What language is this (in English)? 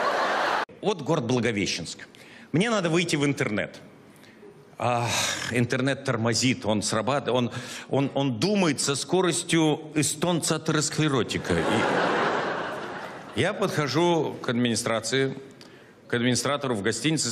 Russian